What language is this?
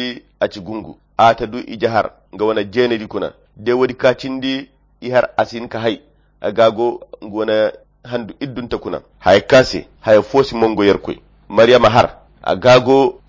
Koyra Chiini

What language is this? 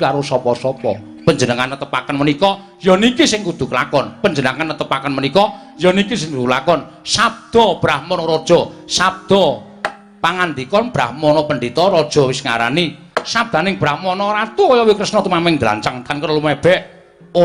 Javanese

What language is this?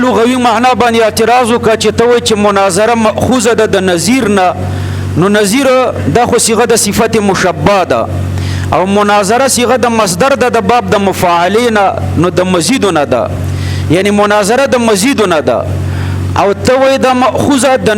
Pashto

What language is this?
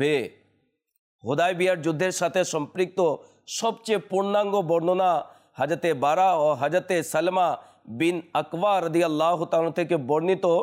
Bangla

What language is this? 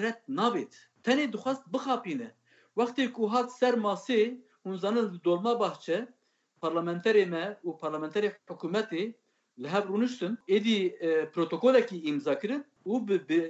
Kurdish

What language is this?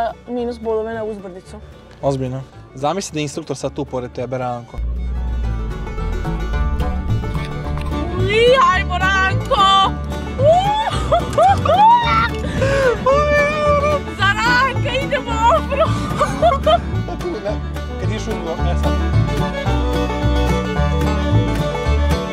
Croatian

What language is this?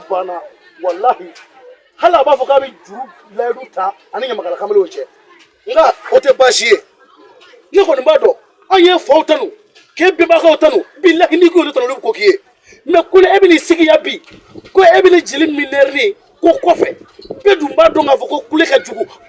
Bambara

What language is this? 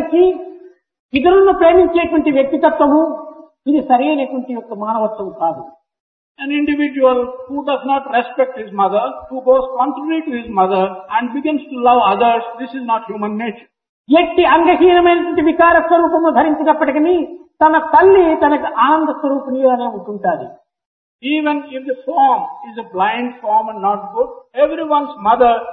Telugu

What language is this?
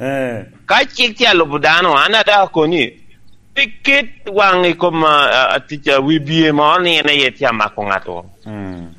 Lango (Uganda)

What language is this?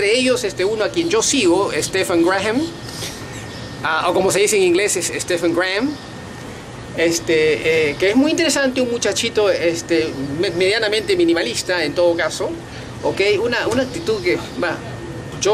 Spanish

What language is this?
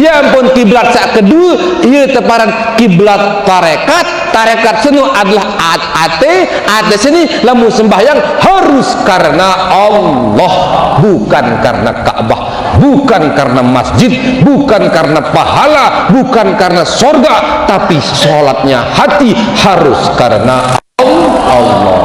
Sasak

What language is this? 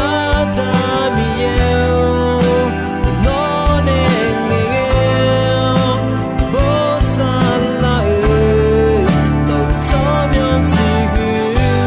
Akha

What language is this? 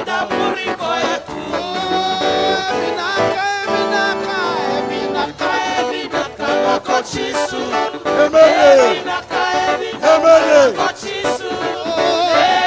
Fijian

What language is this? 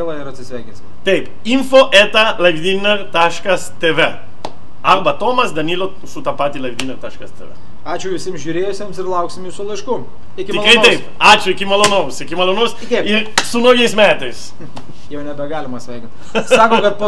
Lithuanian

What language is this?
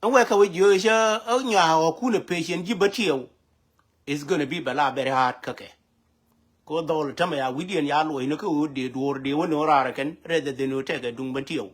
Nuer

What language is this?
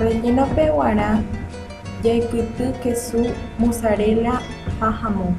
Guarani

